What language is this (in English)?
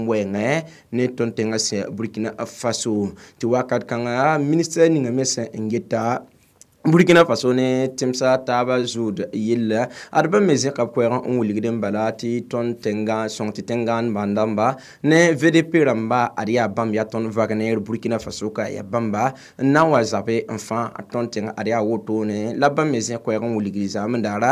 Mossi